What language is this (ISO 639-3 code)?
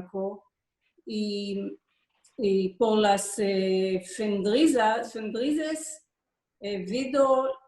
lad